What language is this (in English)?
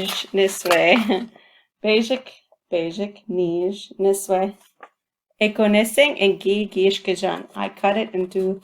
Chippewa